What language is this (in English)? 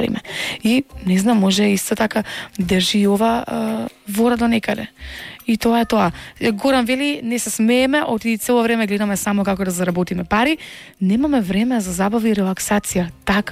Macedonian